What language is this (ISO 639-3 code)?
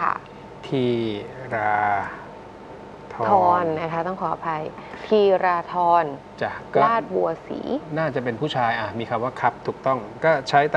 tha